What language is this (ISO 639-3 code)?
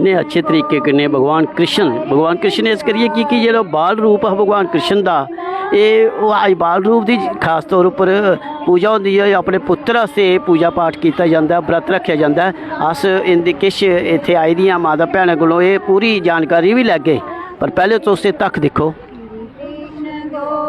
doi